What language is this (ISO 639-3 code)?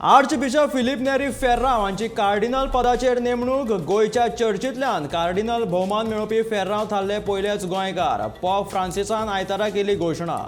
kok